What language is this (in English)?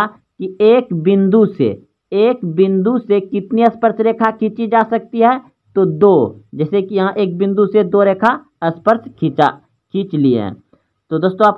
Hindi